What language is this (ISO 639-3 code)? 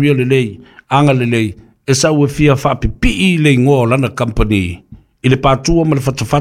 smo